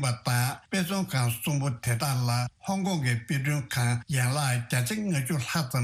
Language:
Tibetan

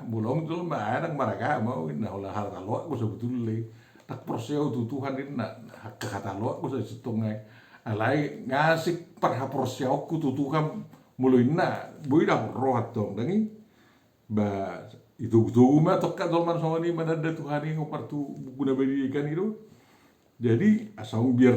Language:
Batak Toba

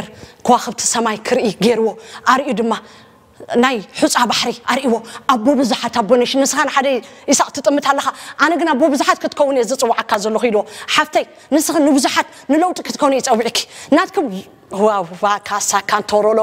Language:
Tigrinya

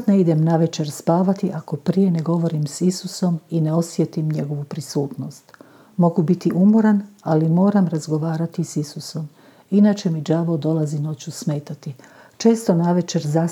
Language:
Croatian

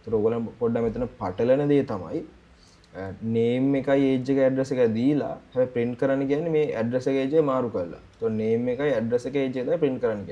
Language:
Sinhala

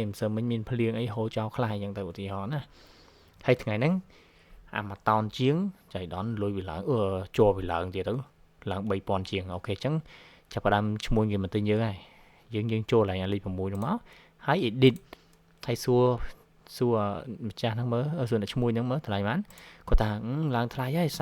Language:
Khmer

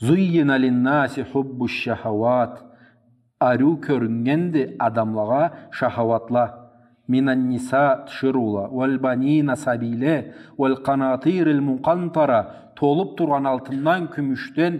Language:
Karachay-Balkar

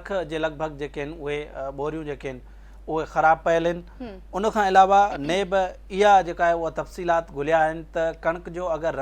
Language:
Sindhi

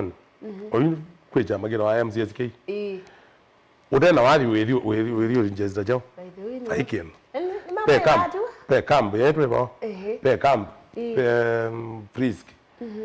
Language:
Kamba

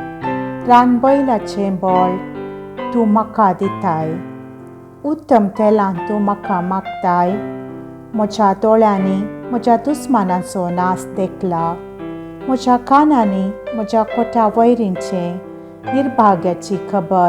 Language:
Konkani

